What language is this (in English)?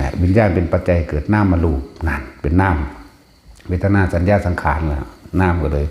Lao